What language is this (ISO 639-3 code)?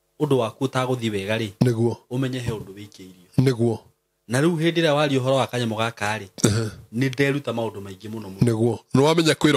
kik